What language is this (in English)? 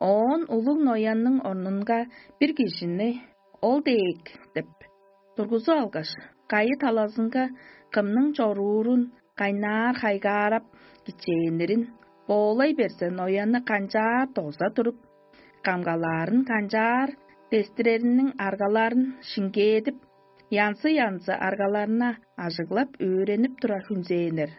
Tuvinian